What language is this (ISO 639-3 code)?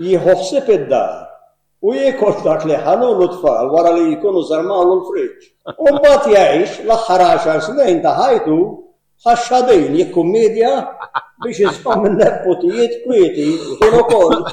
mlt